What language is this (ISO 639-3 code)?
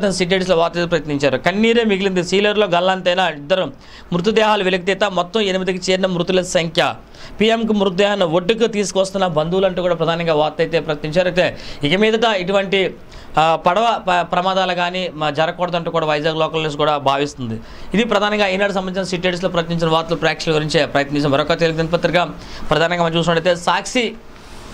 tel